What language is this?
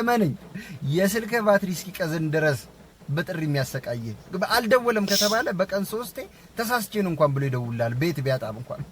Amharic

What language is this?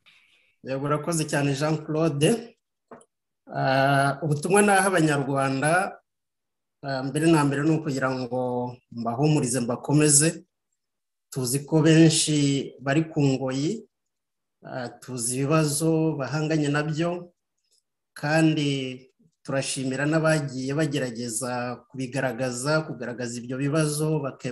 Kinyarwanda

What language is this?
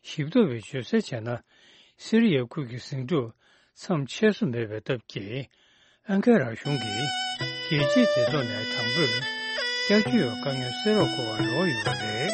Tibetan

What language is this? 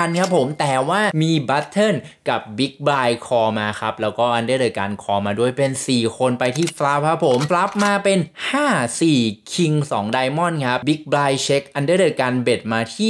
Thai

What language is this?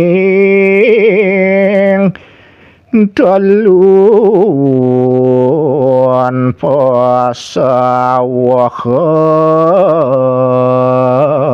Balinese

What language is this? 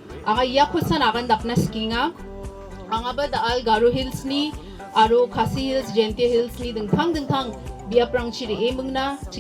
Garo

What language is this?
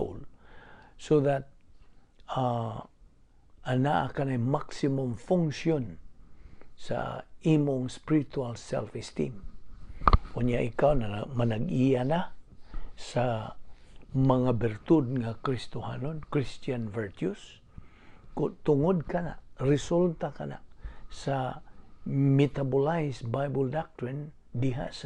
Cebuano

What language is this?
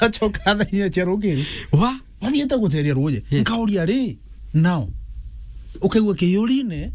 Meru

